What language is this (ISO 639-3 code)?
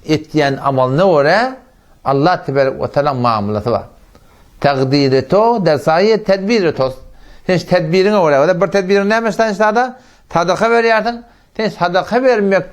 tuk